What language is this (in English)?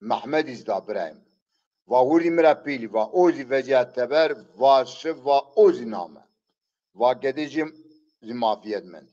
Zaza